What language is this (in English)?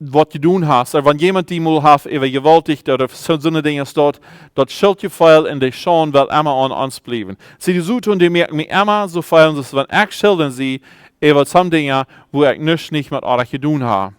Plautdietsch